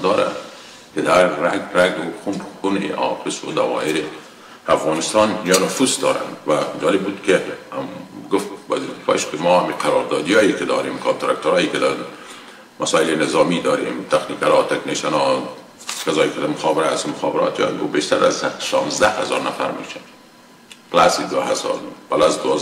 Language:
Persian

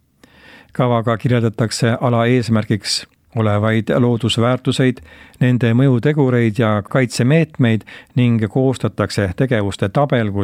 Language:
Estonian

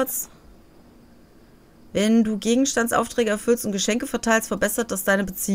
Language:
German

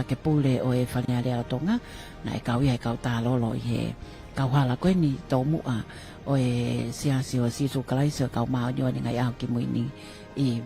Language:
Tongan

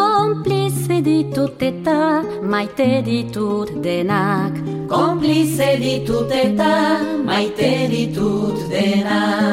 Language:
Basque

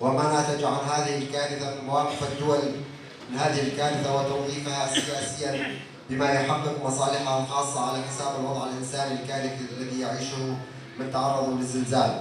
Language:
Kurdish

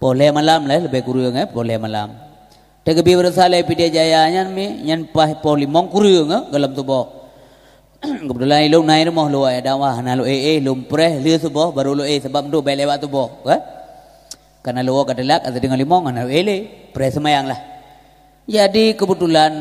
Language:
Achinese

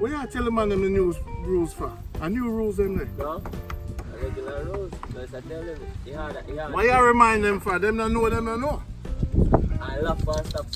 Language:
Jamaican Creole English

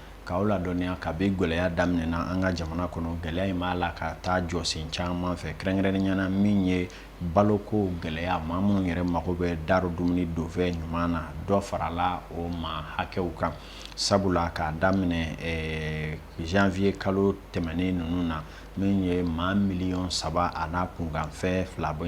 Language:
Bambara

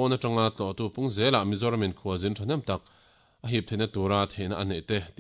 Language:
Mizo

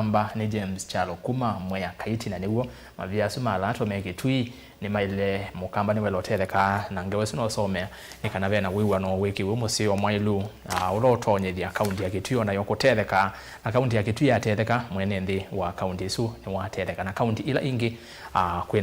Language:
Kamba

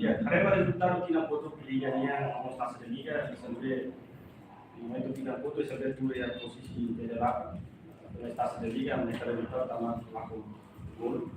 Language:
Tetum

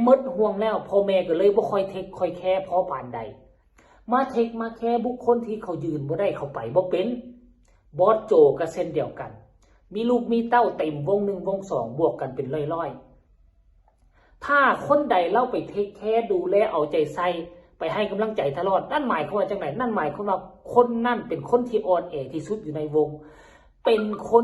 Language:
Northeastern Thai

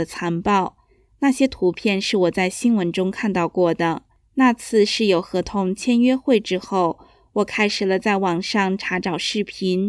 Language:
Chinese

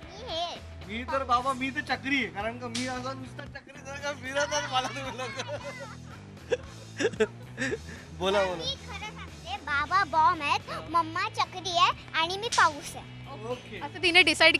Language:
Marathi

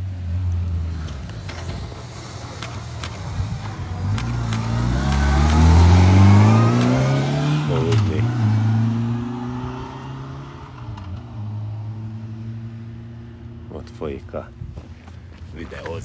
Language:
Hungarian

